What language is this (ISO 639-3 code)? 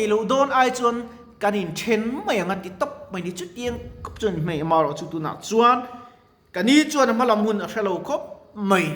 lus